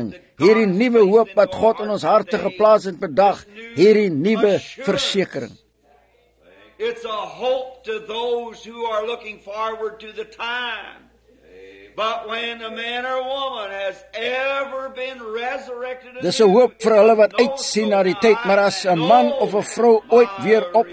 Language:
Afrikaans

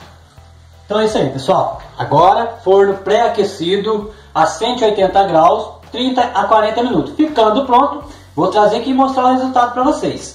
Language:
Portuguese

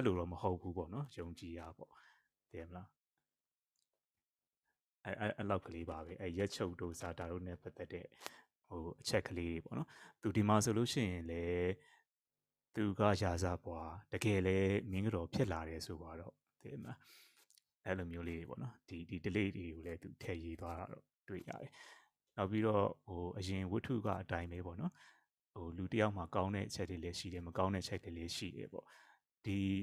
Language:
Burmese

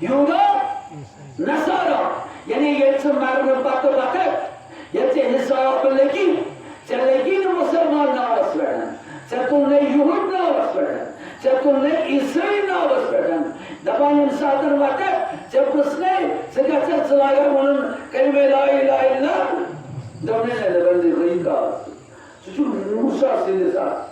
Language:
Kashmiri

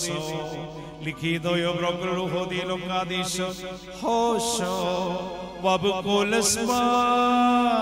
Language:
Malayalam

